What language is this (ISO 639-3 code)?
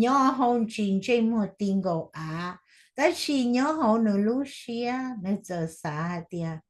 hmn